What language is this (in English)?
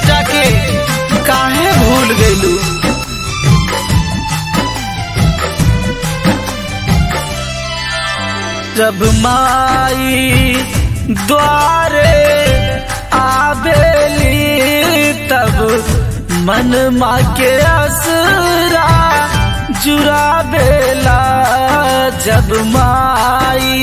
Bhojpuri